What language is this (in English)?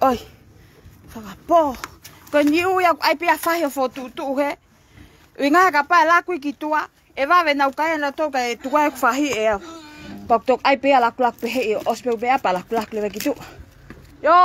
Tongan